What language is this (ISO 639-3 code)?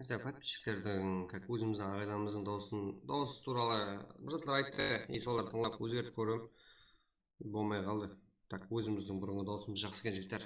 kaa